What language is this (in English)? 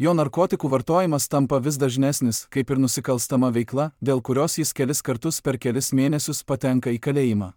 Lithuanian